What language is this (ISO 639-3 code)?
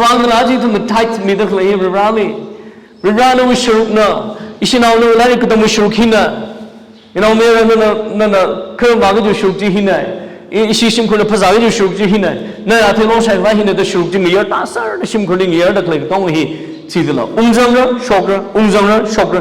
nmf